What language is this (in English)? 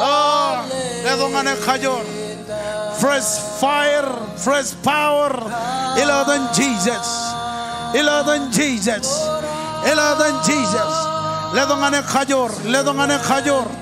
Marshallese